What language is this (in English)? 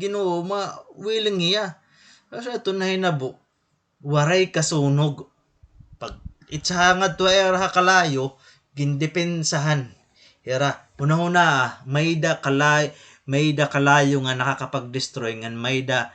Waray